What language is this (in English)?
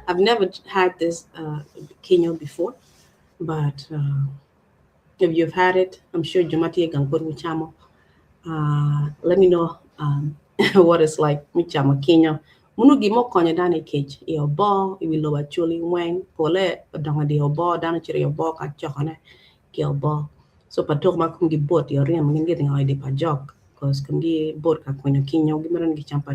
Acoli